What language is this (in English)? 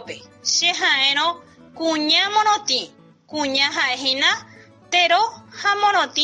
Guarani